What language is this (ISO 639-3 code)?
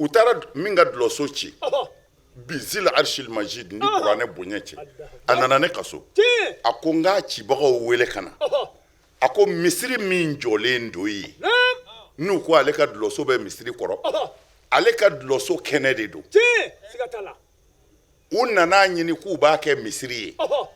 bam